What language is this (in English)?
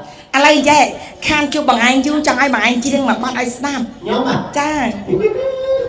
Khmer